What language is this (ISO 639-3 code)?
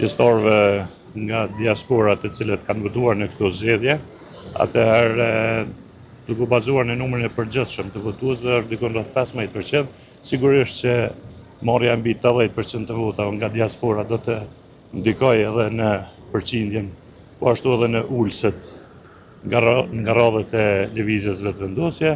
sqi